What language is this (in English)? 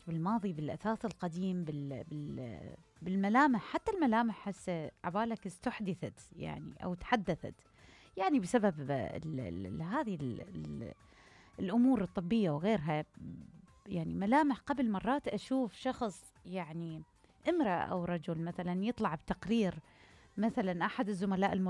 Mesopotamian Arabic